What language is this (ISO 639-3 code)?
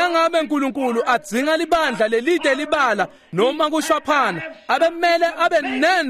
ssw